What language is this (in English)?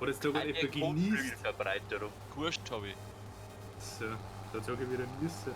Bavarian